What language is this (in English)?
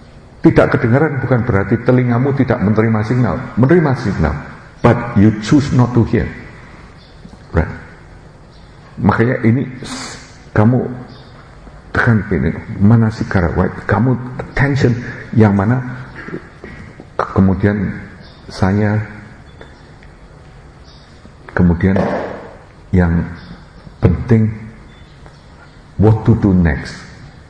Indonesian